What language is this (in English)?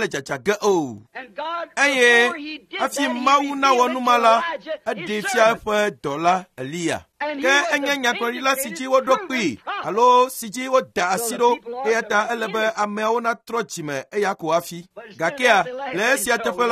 Ewe